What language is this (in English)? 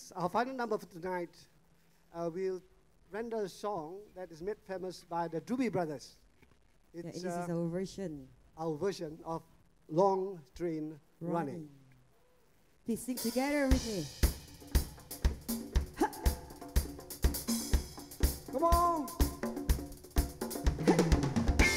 English